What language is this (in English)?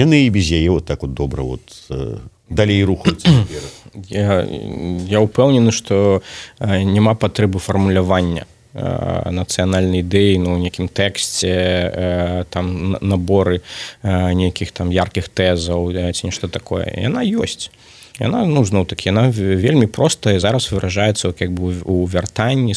Belarusian